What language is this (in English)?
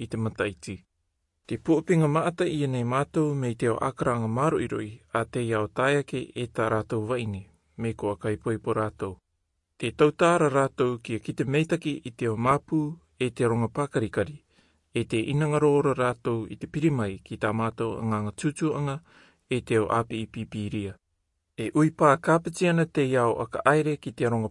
Rarotongan